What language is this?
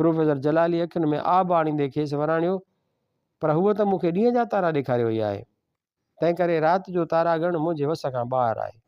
Sindhi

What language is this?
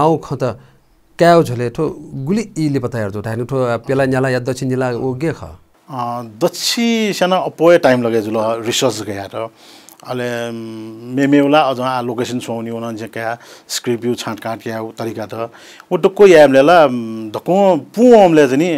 Newari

